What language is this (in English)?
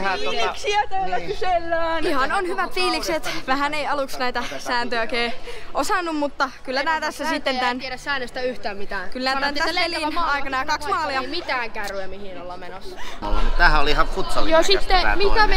Finnish